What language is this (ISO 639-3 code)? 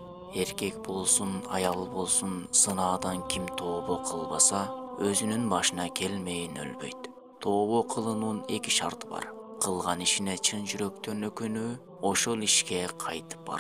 kir